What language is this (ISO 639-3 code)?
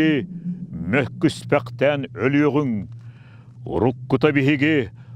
sah